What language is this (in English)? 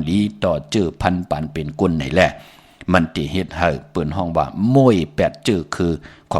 Shan